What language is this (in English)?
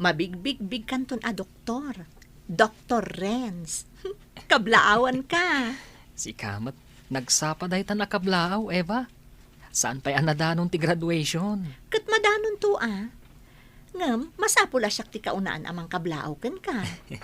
Iloko